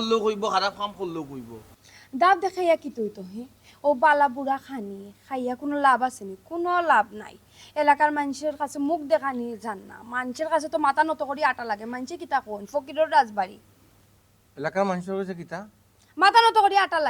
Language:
Sylheti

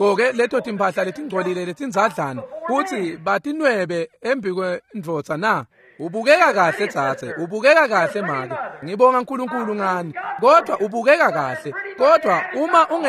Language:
Swati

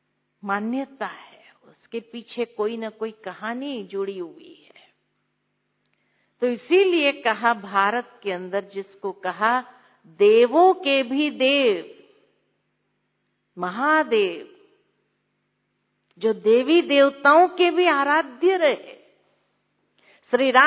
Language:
Hindi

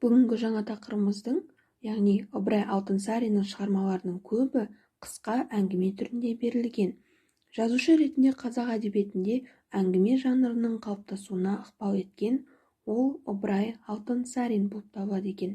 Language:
Kazakh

